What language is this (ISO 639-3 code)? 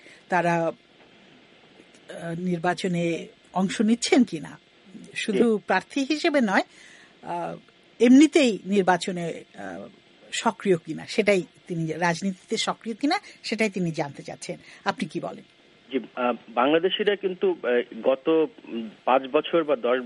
ben